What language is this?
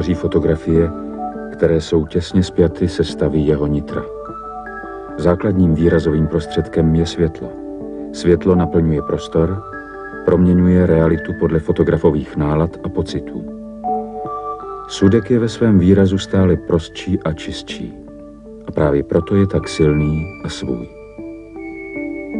Czech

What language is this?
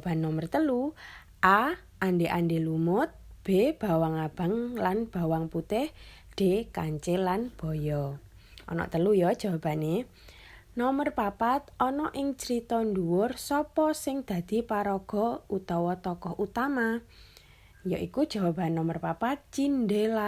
Javanese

